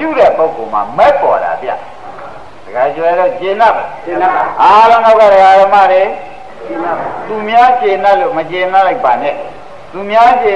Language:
Burmese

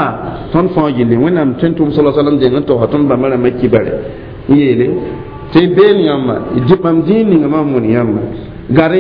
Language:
Mossi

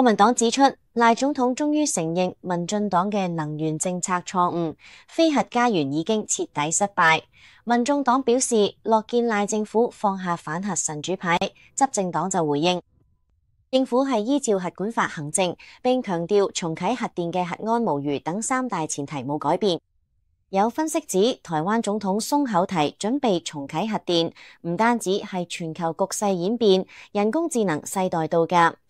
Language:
Cantonese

